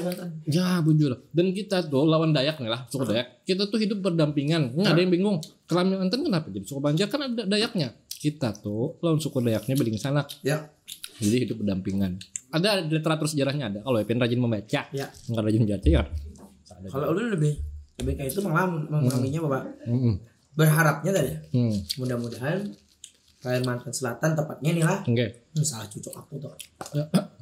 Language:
Banjar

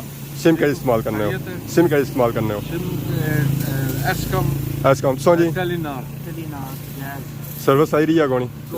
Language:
Pahari-Potwari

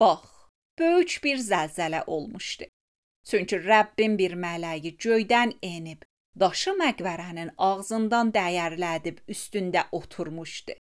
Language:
Azerbaijani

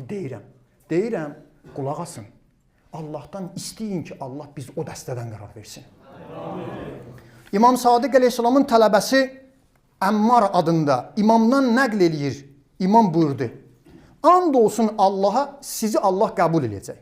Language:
Azerbaijani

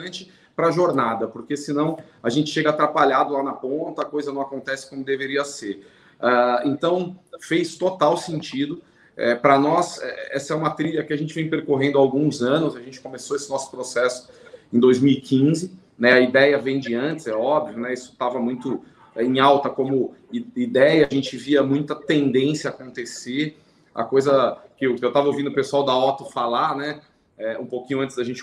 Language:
Portuguese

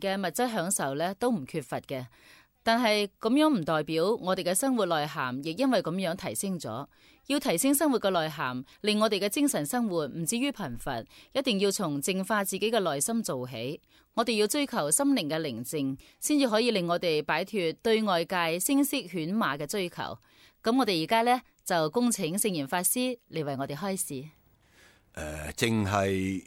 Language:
Cantonese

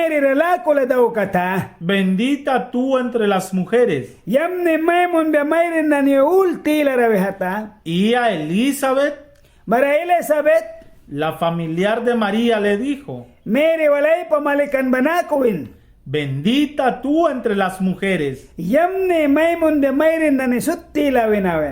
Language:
Mískito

